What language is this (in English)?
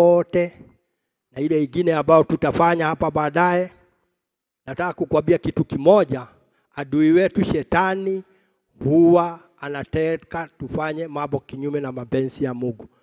Swahili